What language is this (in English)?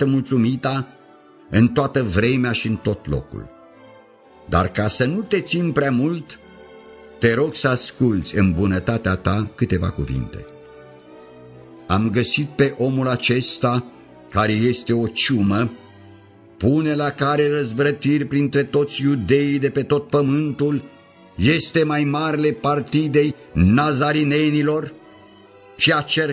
Romanian